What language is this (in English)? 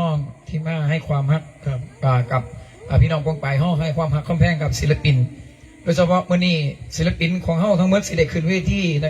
Northeastern Thai